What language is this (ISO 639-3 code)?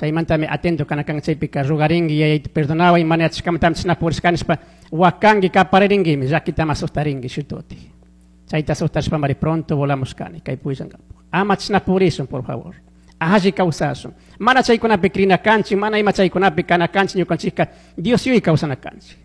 qug